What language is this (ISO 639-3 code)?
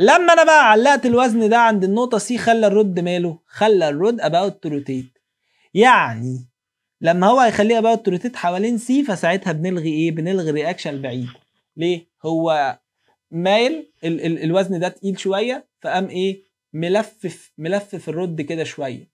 arz